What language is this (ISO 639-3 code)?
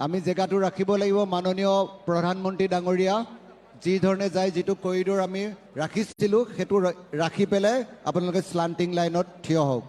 asm